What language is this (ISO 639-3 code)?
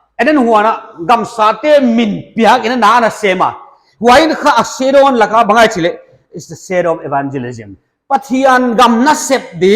pck